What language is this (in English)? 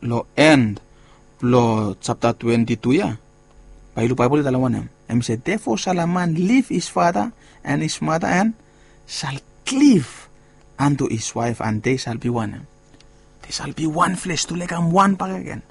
Bislama